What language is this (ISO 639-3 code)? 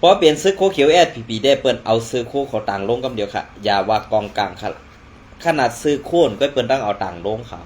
shn